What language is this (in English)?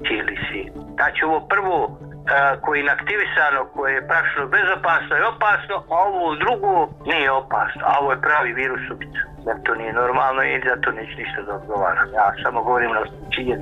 Bosnian